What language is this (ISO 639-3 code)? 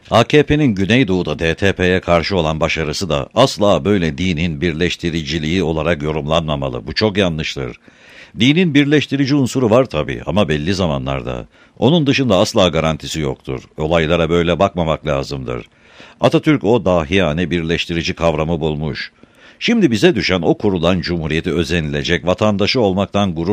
tur